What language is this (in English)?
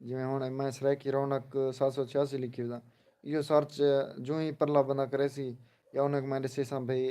Saraiki